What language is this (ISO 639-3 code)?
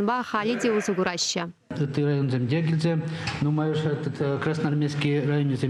chv